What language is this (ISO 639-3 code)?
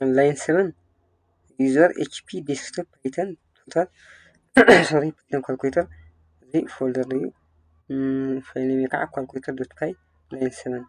tir